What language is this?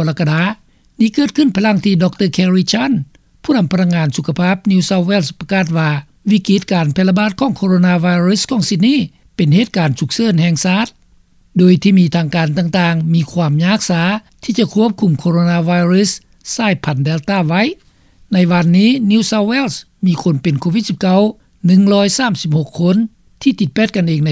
Lao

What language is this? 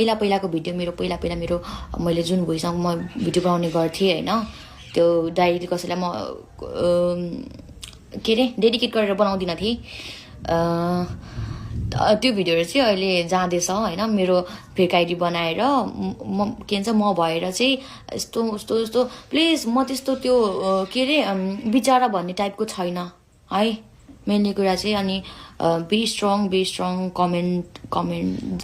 Nepali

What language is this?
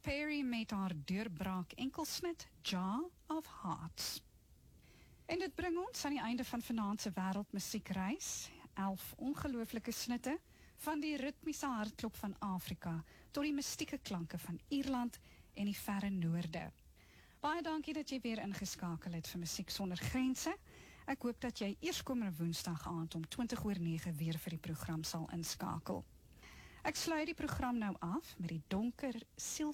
Afrikaans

